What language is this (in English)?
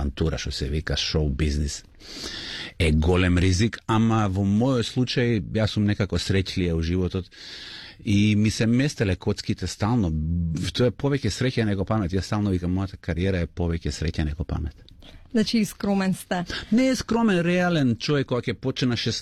Macedonian